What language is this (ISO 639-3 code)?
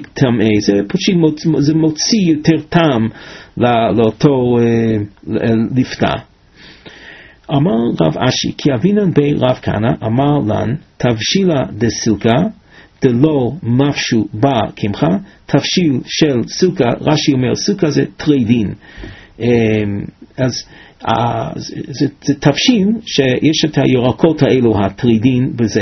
heb